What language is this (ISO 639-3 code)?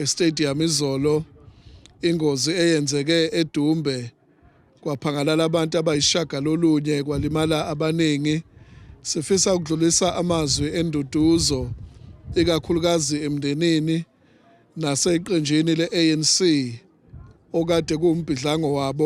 zul